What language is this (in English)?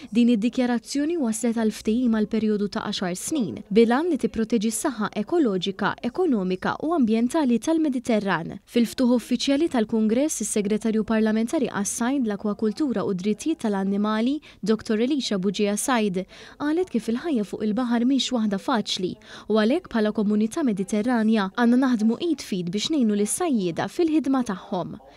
Maltese